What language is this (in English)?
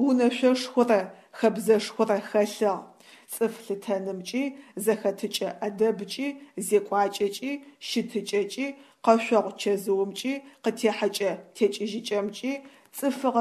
Adyghe